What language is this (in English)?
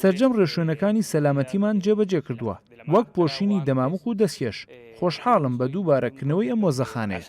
Central Kurdish